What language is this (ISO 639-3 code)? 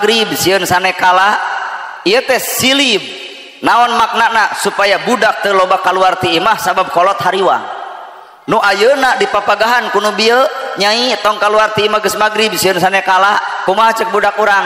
sun